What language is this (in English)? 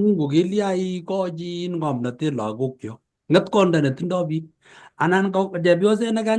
Kalenjin